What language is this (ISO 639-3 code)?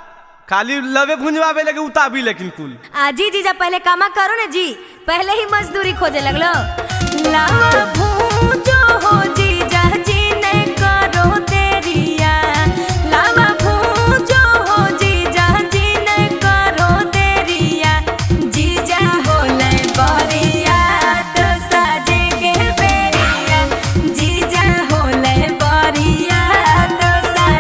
mag